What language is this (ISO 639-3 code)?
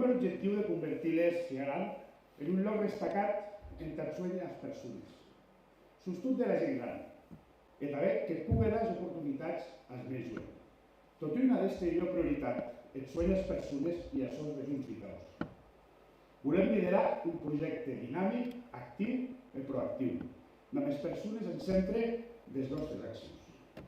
oci